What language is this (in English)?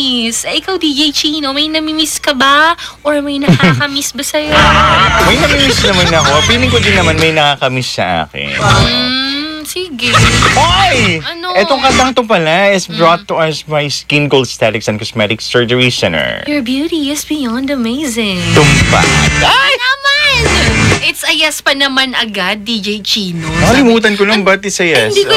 Filipino